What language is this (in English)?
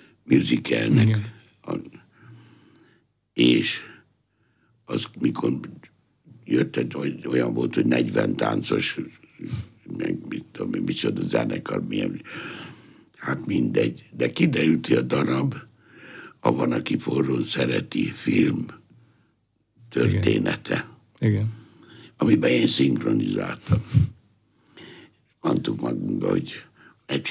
Hungarian